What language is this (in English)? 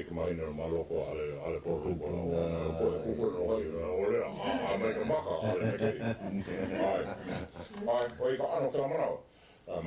Hawaiian